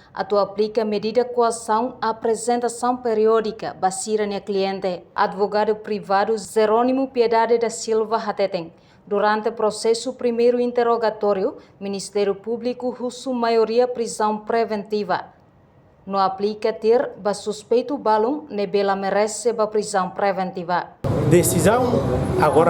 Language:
Tetum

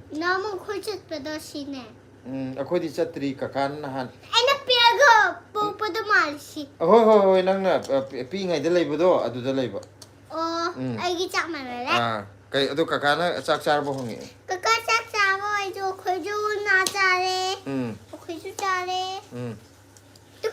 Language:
Manipuri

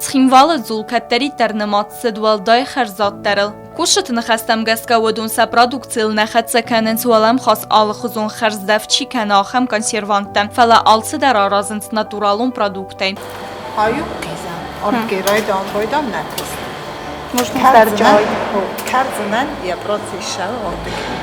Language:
Ossetic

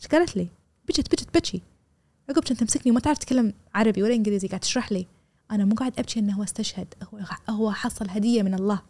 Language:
Gulf Arabic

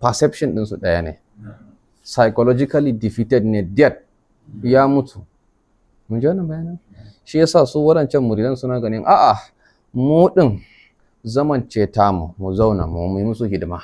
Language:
Hausa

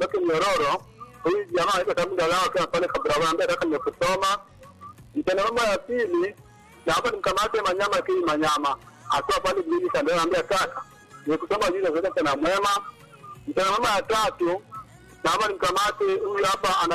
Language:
Swahili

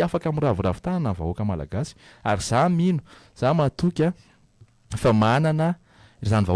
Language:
Malagasy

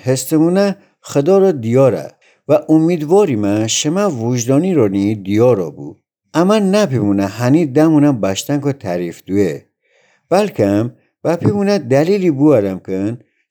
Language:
Gilaki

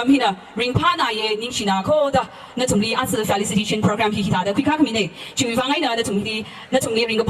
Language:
Tangkhul Naga (India)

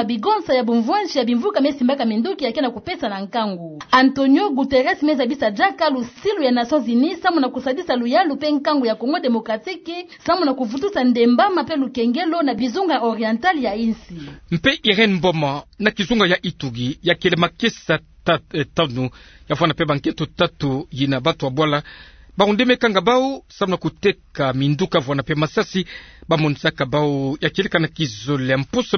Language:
Kituba (Democratic Republic of Congo)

